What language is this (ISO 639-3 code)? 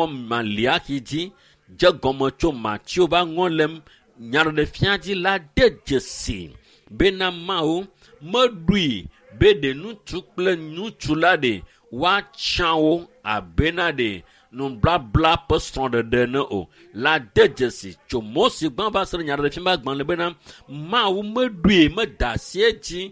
ewe